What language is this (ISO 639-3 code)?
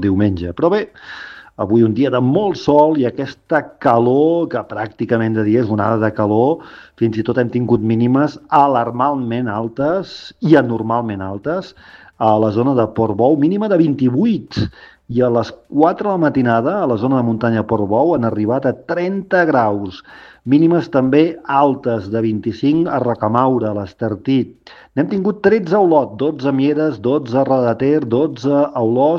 cat